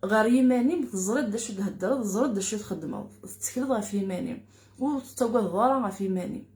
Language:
Kabyle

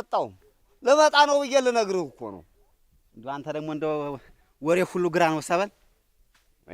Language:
Amharic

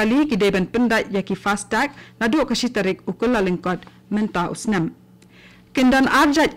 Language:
Khasi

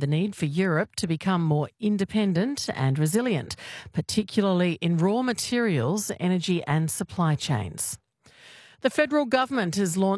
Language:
English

